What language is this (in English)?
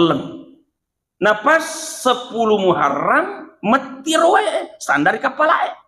Buginese